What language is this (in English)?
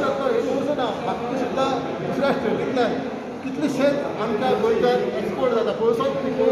Konkani